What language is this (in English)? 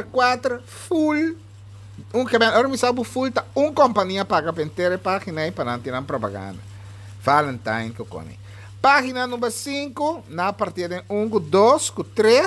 Papiamento